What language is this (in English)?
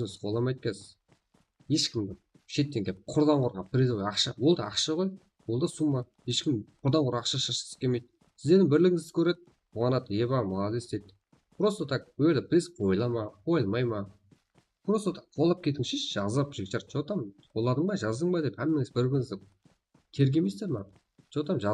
Kara-Kalpak